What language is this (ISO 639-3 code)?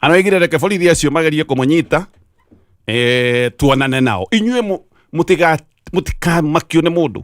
kik